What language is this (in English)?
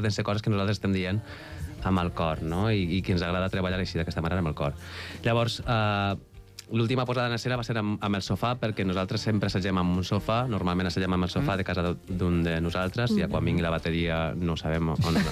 Catalan